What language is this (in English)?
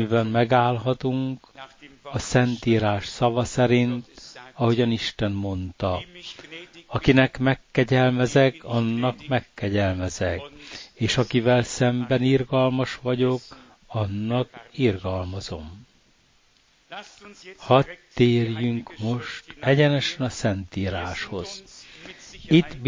Hungarian